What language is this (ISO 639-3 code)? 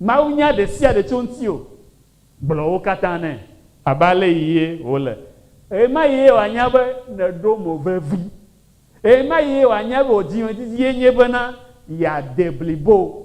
ewe